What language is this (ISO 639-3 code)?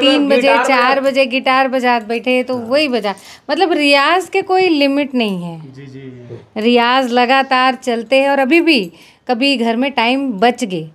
hne